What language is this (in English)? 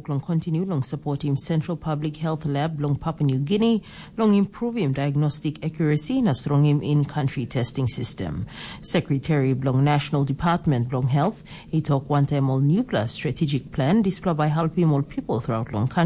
Tok Pisin